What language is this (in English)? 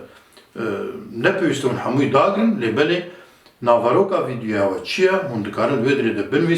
Kurdish